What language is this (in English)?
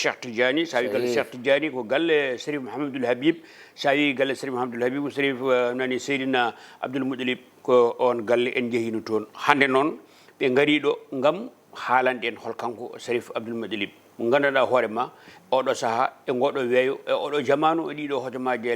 Fula